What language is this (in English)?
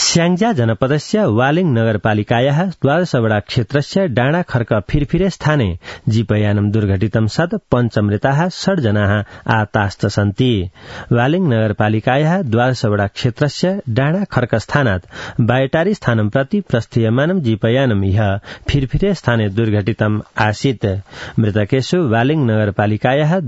Sanskrit